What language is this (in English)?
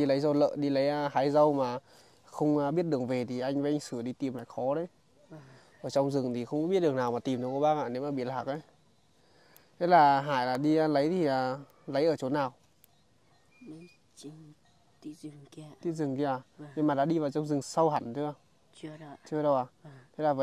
Vietnamese